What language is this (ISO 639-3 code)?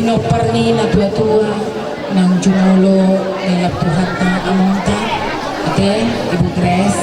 bbc